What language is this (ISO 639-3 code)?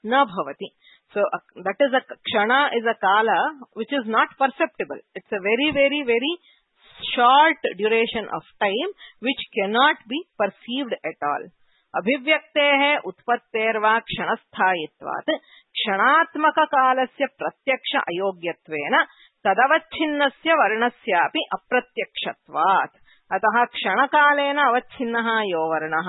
san